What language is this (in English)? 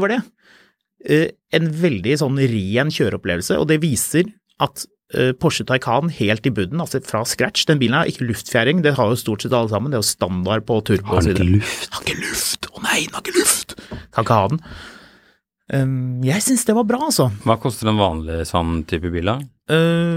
Norwegian